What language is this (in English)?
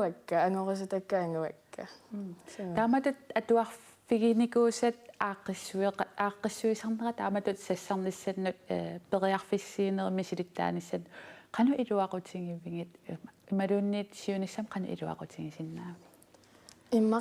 Kalaallisut